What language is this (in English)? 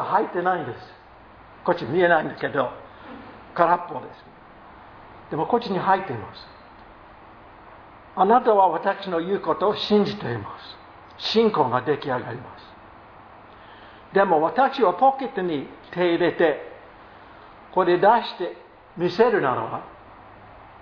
Japanese